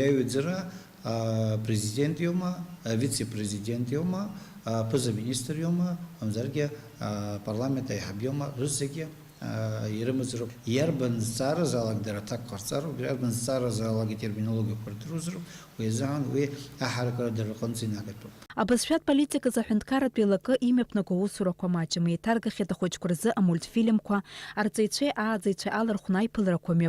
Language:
Abkhazian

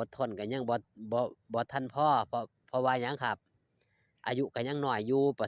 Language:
Northeastern Thai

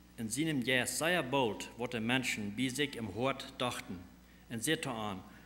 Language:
Plautdietsch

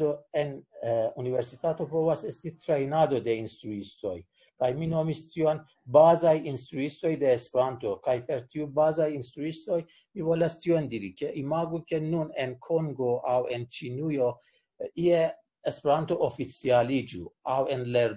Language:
Esperanto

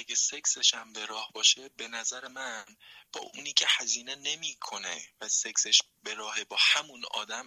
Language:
Persian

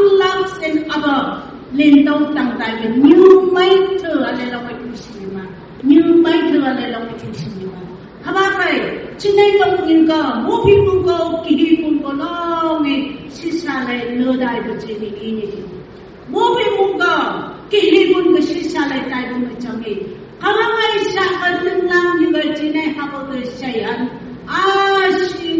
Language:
Phom Naga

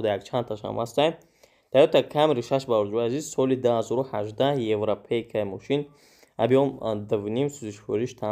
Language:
Tajik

